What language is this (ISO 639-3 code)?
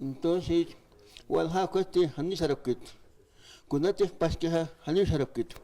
aym